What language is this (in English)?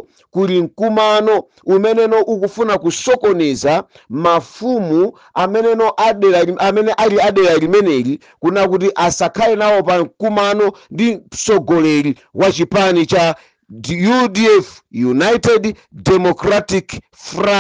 Nyanja